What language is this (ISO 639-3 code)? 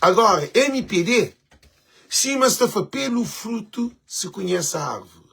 kea